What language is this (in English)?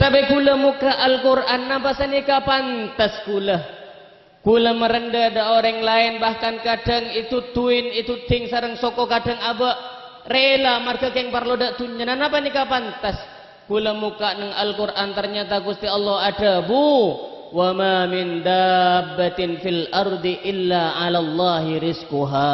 Madurese